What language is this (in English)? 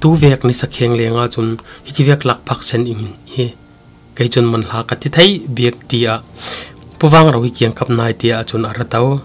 Falam Chin